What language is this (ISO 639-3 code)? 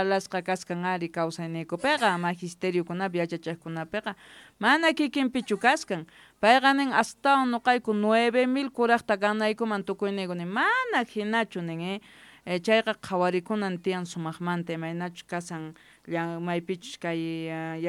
que